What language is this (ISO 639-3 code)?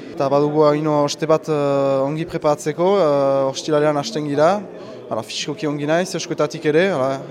eus